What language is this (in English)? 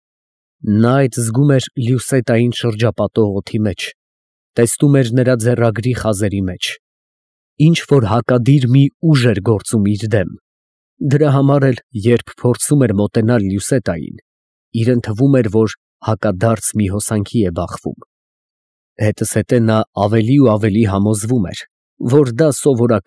Armenian